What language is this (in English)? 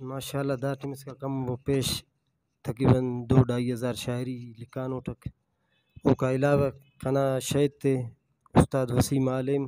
Brahui